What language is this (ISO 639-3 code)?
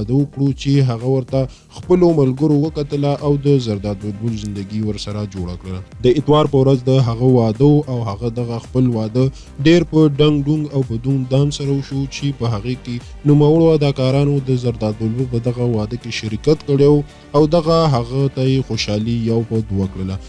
pus